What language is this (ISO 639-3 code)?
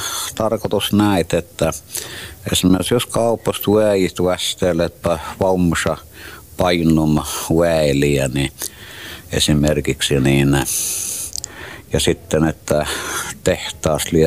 fin